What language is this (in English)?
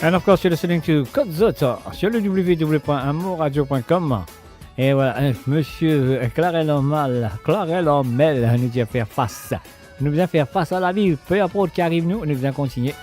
Morisyen